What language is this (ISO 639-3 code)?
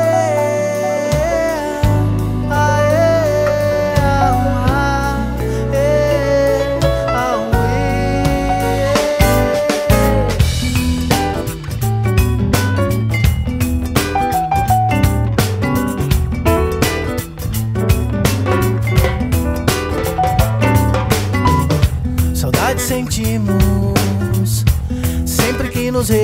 por